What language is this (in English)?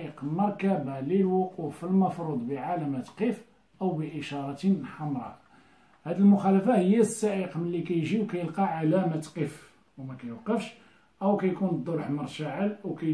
Moroccan Arabic